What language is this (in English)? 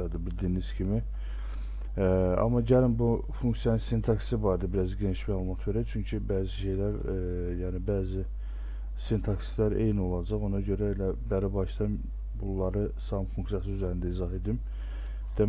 Azerbaijani